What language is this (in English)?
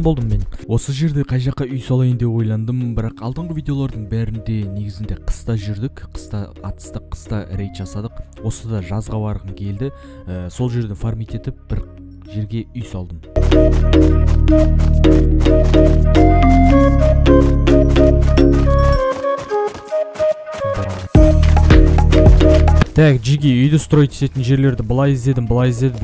Kazakh